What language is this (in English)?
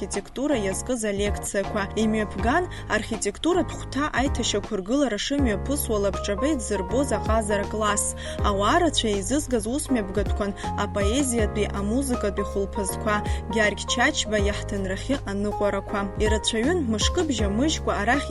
Abkhazian